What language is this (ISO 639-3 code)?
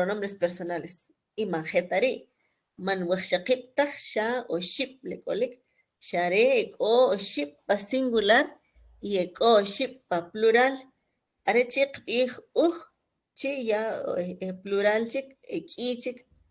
quc